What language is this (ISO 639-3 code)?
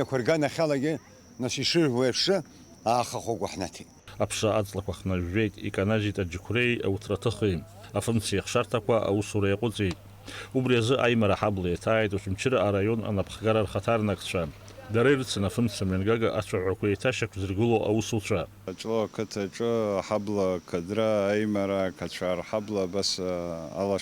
abk